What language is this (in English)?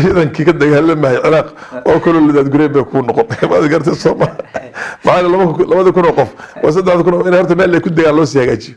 Somali